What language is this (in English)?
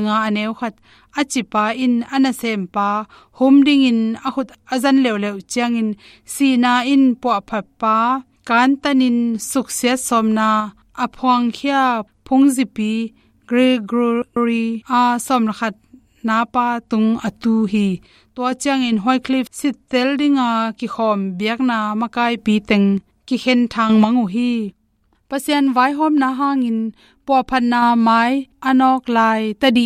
Tedim Chin